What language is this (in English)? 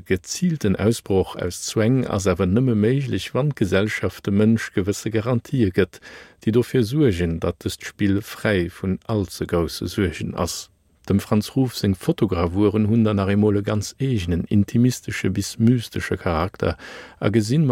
Luxembourgish